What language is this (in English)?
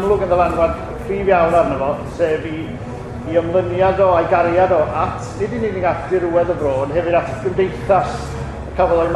Welsh